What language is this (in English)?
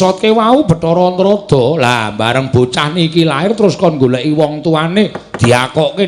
Javanese